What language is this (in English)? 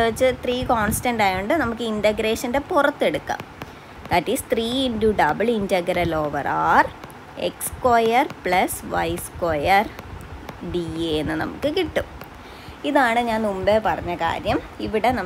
Malayalam